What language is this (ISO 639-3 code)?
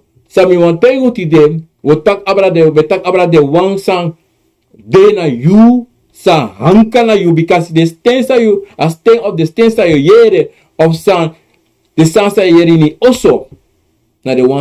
srn